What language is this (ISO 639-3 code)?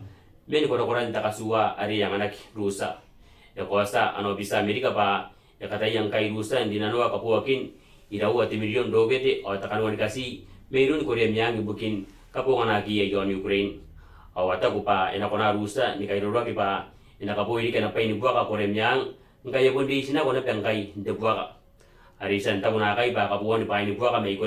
gil